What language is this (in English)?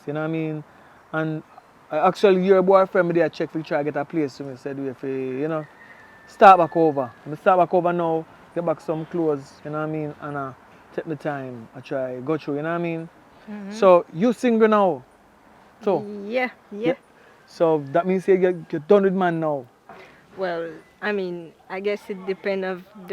Jamaican Creole English